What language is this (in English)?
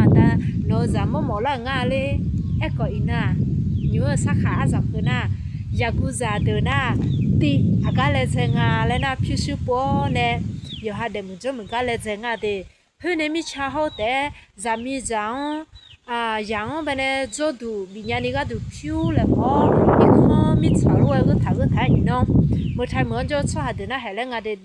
Akha